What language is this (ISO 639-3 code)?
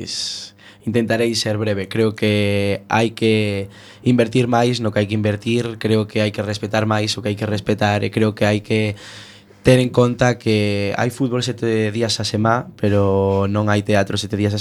glg